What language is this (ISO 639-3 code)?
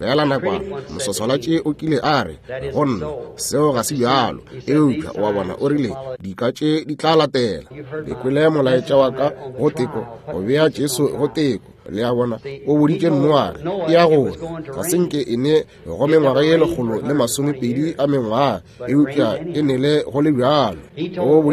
nso